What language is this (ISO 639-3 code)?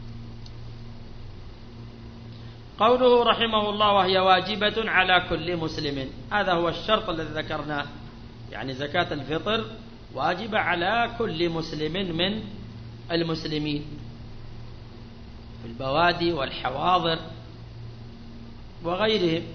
ara